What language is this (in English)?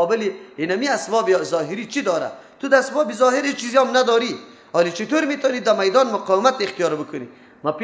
Persian